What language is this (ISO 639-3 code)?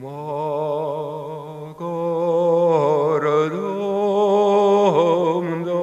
chv